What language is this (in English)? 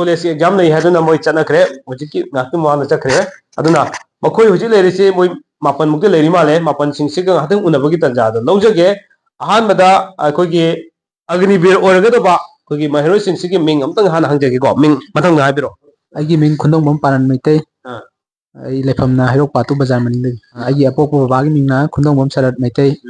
Manipuri